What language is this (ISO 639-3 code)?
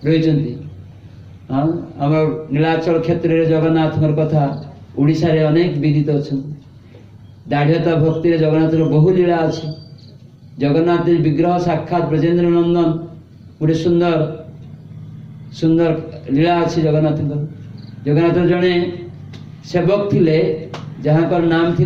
ori